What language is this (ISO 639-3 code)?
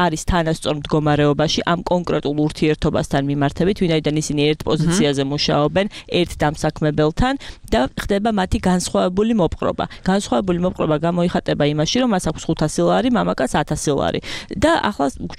kat